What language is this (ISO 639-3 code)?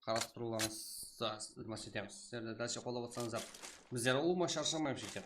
kaa